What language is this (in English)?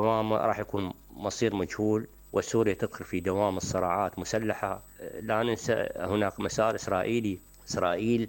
Mesopotamian Arabic